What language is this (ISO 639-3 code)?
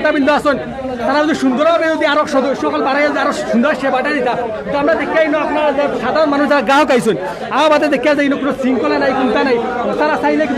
syl